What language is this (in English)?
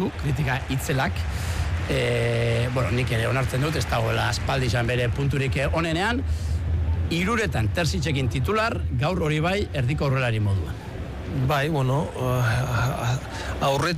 Basque